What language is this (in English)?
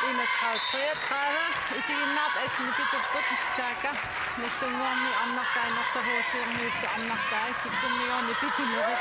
Kalaallisut